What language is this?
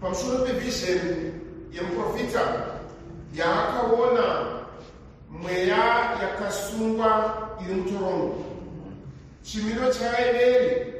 Shona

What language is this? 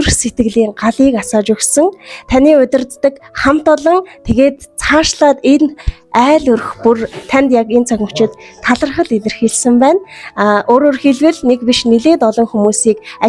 Mongolian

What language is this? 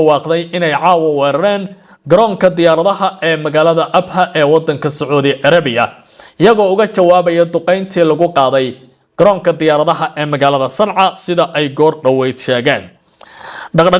Somali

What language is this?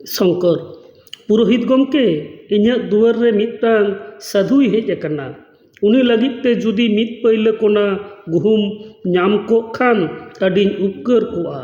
Santali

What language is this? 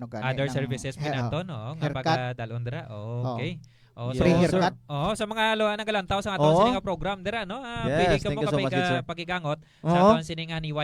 Hiligaynon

